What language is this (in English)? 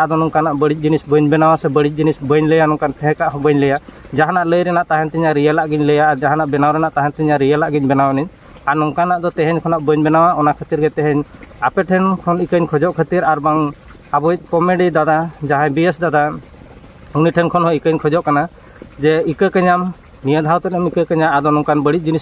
Santali